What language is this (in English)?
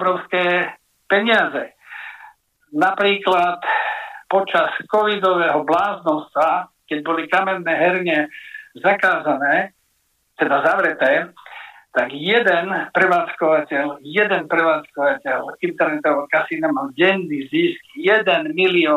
Slovak